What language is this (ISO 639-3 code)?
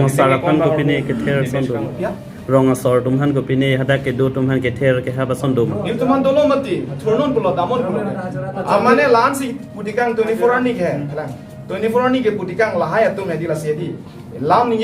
mjw